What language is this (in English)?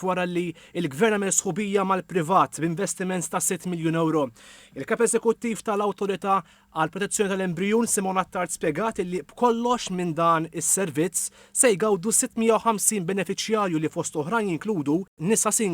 Maltese